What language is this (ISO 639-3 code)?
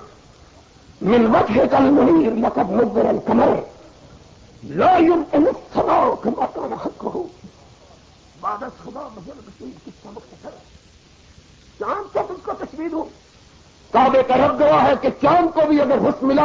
urd